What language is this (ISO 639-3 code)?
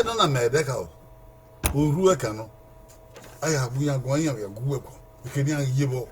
bin